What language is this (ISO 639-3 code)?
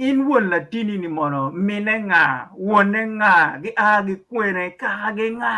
ach